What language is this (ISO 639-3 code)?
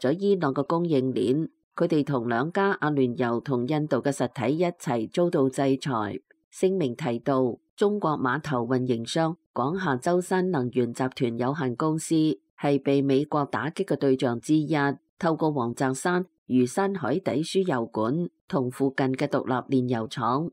yue